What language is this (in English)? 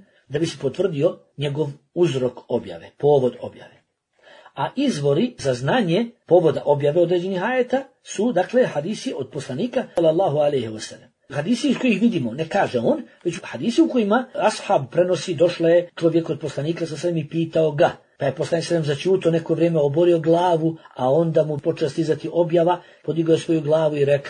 Bosnian